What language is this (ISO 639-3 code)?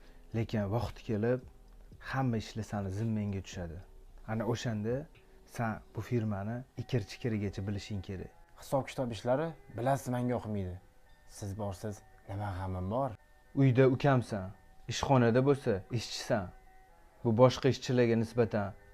uzb